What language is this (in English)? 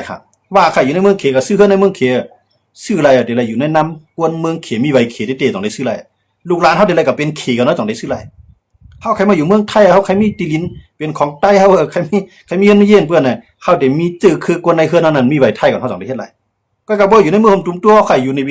Shan